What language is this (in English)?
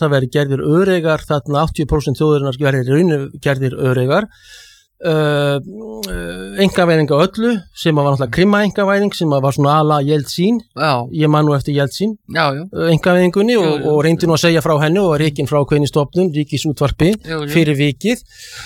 Icelandic